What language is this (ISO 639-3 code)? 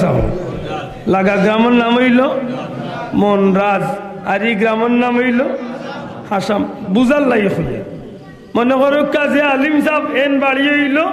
syl